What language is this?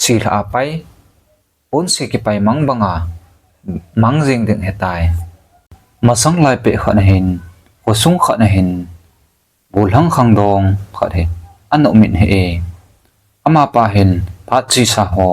Thado Chin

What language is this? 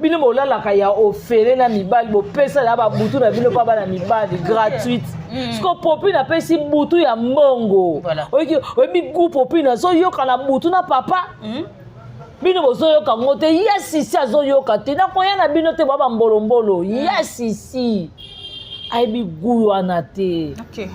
Lingala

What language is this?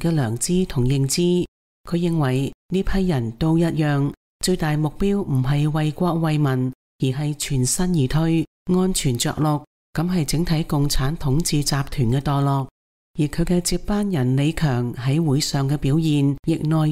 Cantonese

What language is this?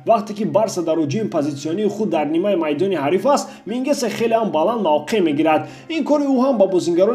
Tajik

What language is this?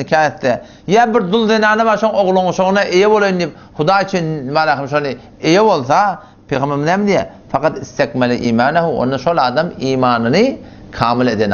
Turkmen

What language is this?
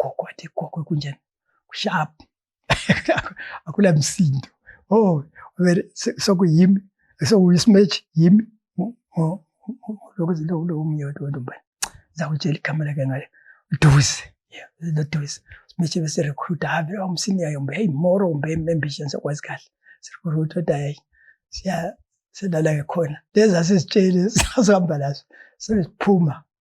North Ndebele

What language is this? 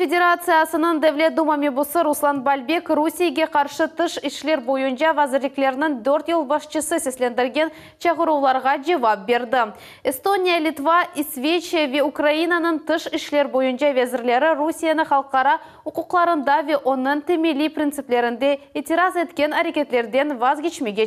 Crimean Tatar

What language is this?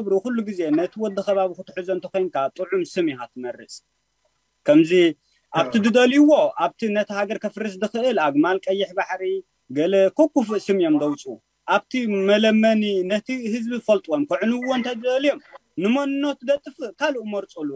Tigrinya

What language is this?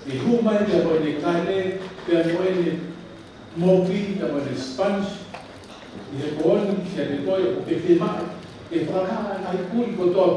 Tongan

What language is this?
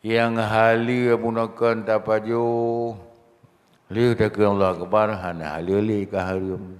Achinese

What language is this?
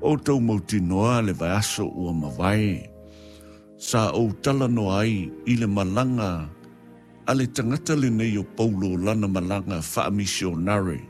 Samoan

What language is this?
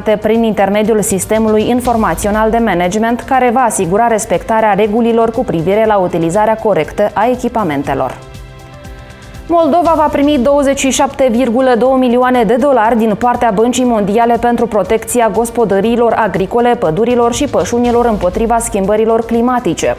Romanian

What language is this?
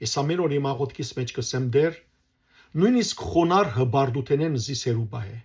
Western Armenian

